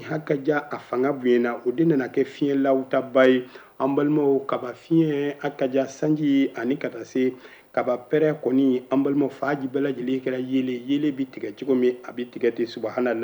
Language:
Bambara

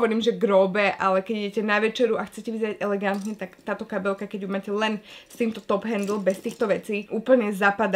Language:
Slovak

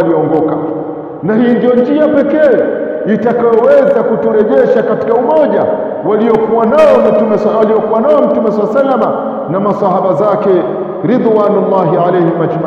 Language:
Swahili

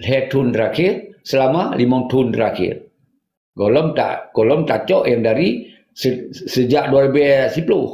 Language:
Achinese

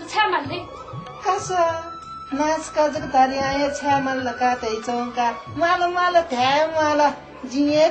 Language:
Newari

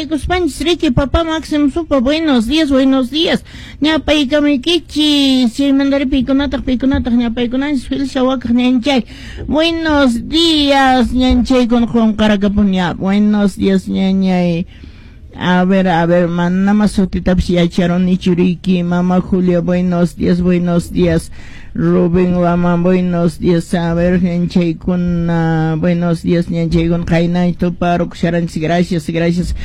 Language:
Quechua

